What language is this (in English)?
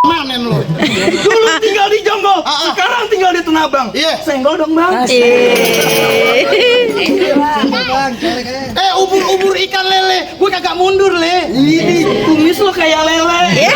Betawi